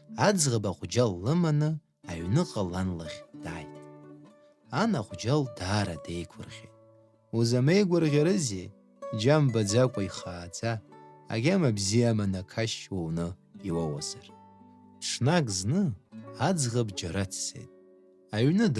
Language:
Abkhazian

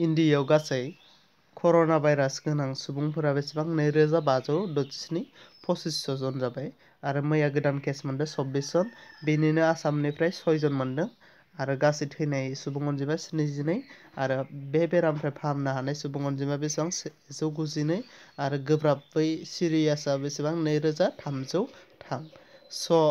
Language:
Bodo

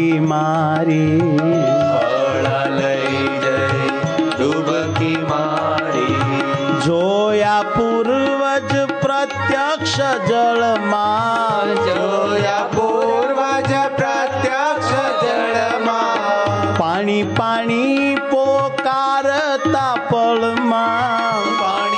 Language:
Gujarati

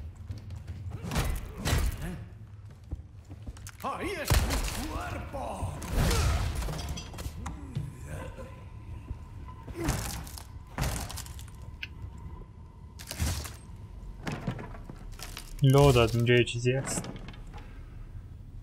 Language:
Persian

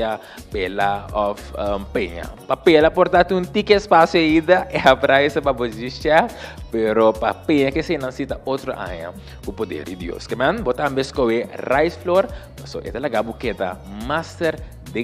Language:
Papiamento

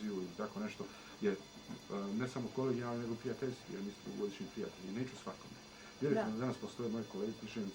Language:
Bosnian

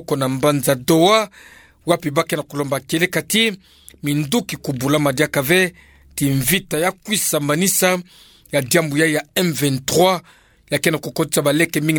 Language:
Kituba (Democratic Republic of Congo)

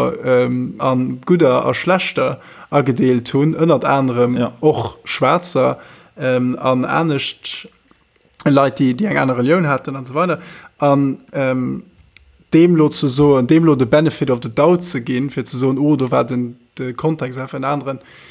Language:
Luxembourgish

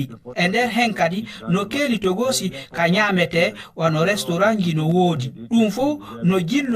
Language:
Fula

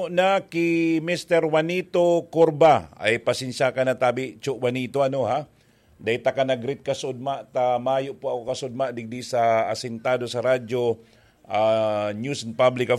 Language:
Bikol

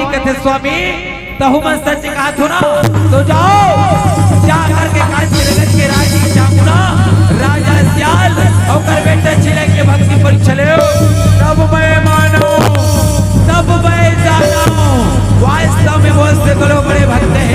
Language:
Chhattisgarhi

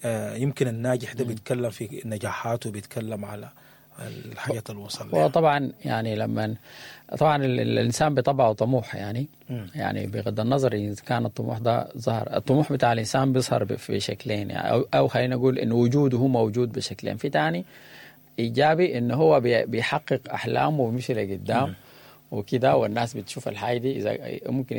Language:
Sudanese Arabic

